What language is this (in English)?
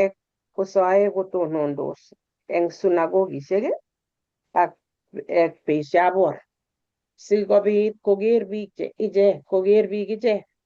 Kalenjin